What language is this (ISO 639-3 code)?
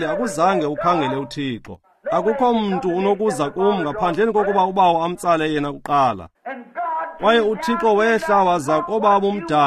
xho